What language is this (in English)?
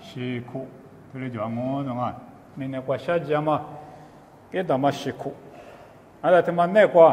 Lisu